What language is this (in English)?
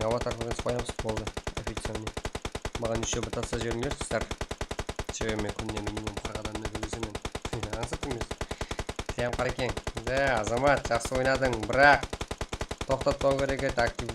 Kara-Kalpak